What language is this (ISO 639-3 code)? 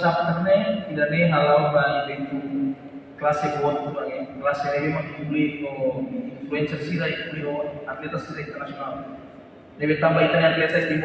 tet